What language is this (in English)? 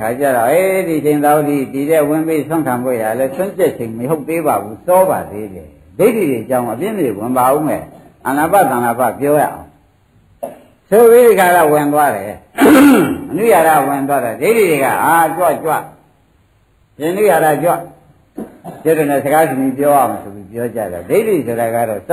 Burmese